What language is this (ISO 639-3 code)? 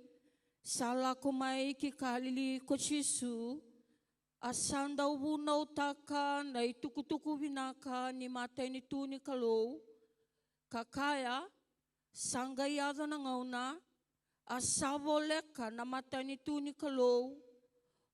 fij